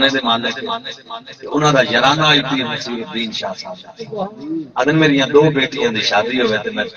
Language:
Saraiki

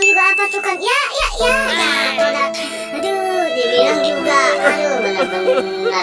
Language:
Betawi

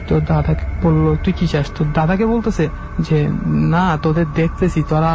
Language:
Bangla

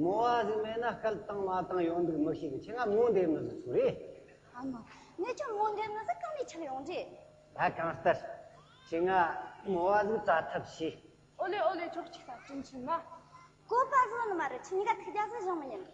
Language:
Amdo Tibetan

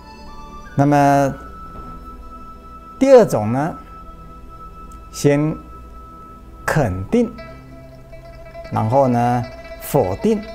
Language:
Chinese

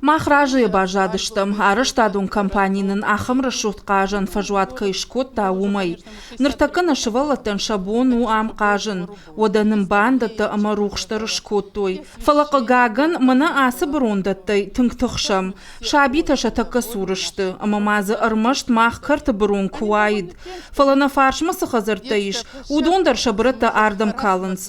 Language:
Ossetic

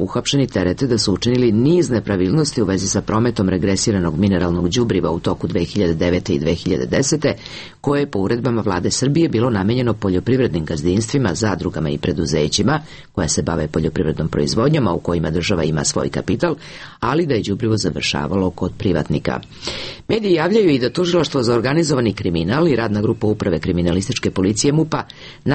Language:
Serbian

